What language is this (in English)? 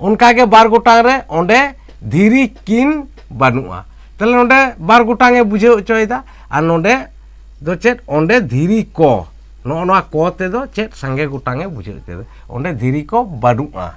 Santali